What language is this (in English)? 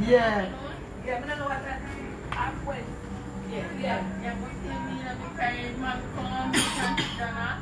Jamaican Creole English